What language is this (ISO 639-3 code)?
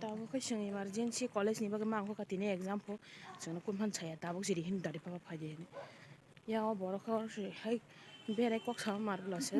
trp